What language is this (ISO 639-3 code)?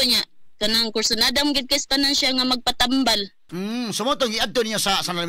ceb